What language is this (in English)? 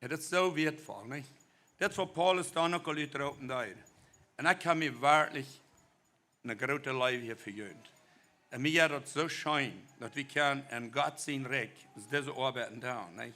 Plautdietsch